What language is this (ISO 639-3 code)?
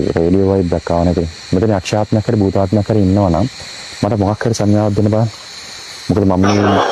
sin